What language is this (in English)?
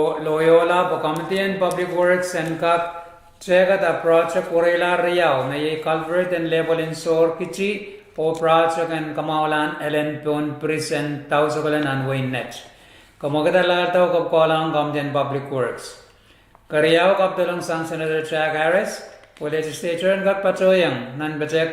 Pohnpeian